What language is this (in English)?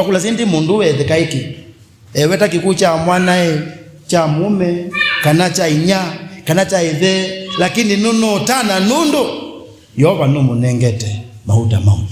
Kamba